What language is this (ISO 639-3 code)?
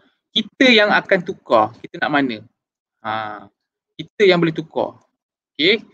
msa